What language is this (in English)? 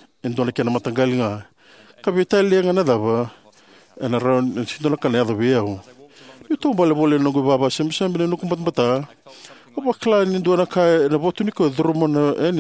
Fijian